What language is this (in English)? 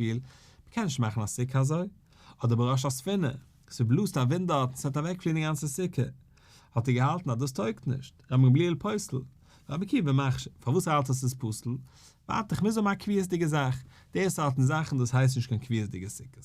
Yiddish